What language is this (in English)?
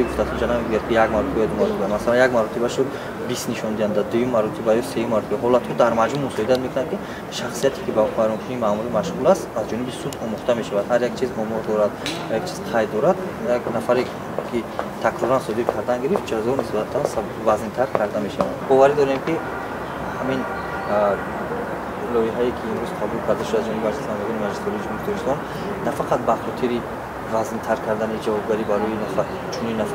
Tajik